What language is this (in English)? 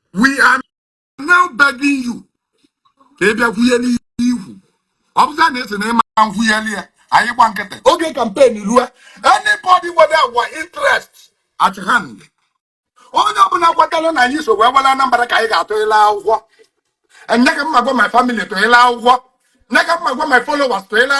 Igbo